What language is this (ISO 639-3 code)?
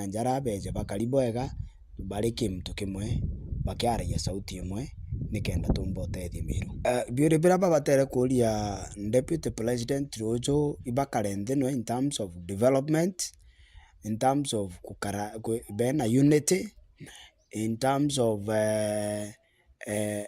mer